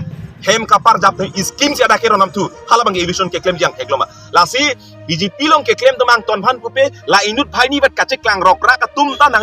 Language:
Karbi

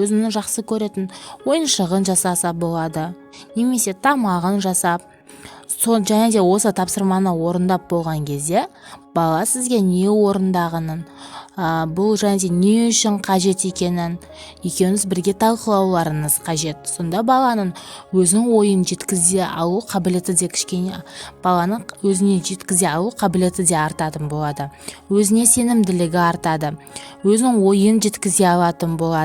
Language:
Kazakh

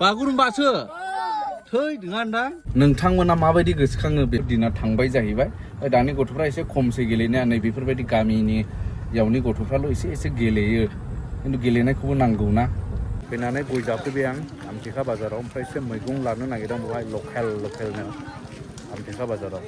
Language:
Bodo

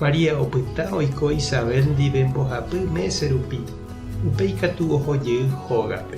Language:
Guarani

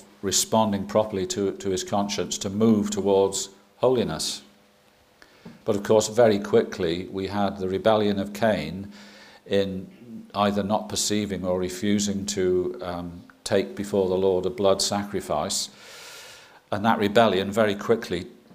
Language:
English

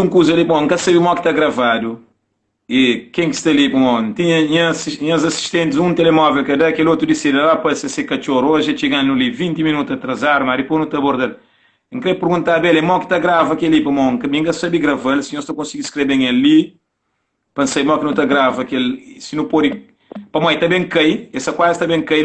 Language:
Kabuverdianu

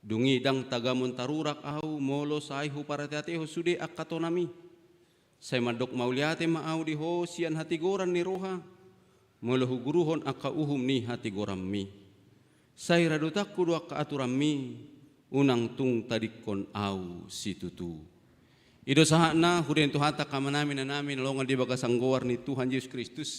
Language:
Batak Toba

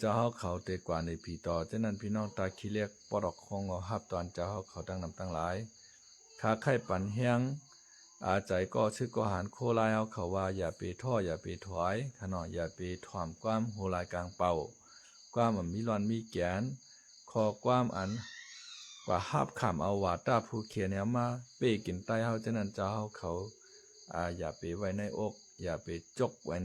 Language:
Shan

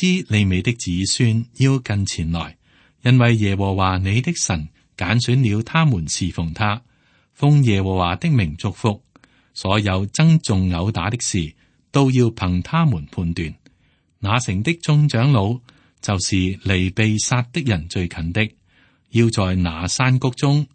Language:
Cantonese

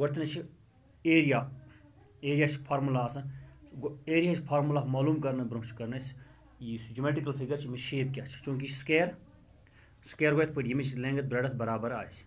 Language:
Kashmiri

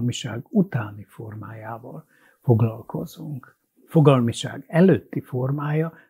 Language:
Hungarian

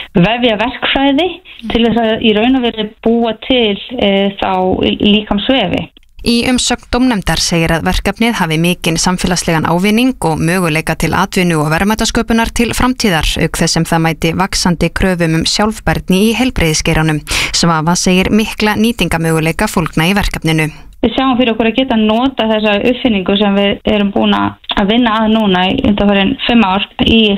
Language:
Icelandic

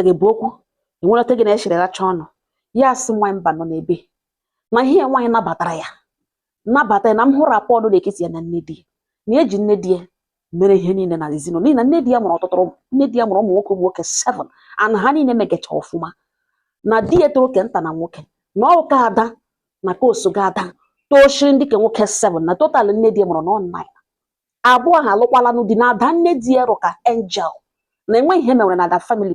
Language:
Igbo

